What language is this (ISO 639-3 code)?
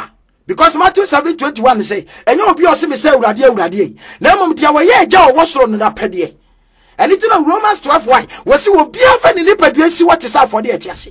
aka